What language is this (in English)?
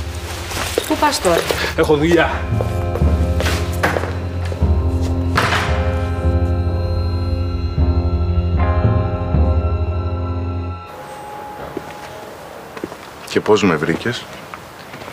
Greek